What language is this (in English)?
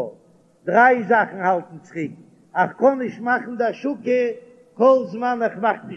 Yiddish